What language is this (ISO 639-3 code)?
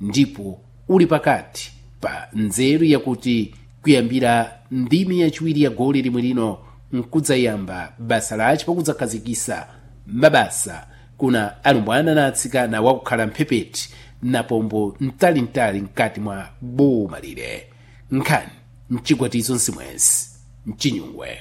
seh